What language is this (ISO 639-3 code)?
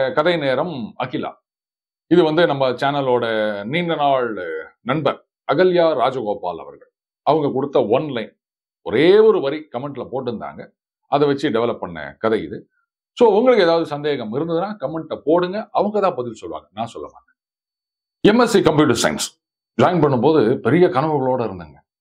tam